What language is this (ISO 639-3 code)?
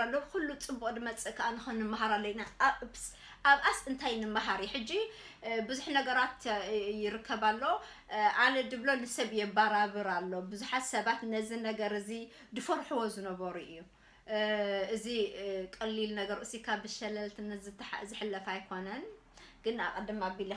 tir